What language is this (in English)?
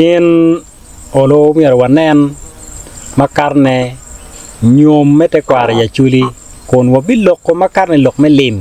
Acoli